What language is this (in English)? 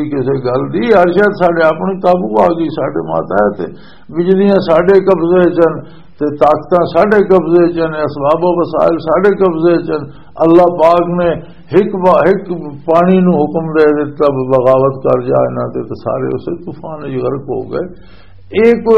Western Panjabi